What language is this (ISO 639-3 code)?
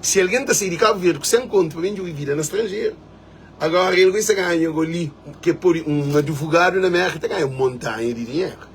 kea